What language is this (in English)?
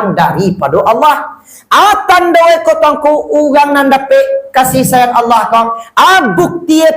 Minangkabau